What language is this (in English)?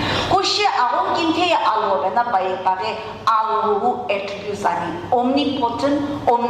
Sumi Naga